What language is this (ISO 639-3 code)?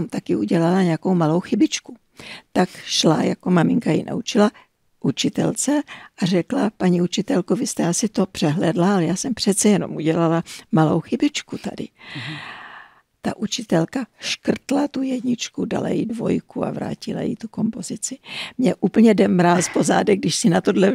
ces